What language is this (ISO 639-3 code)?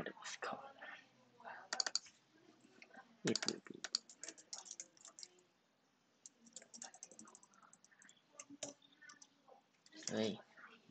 tha